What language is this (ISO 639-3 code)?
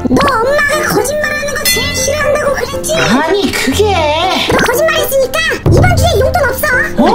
kor